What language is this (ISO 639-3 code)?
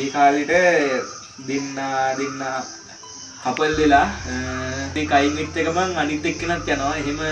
sin